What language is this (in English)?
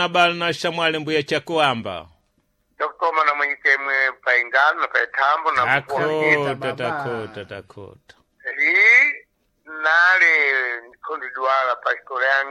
Sena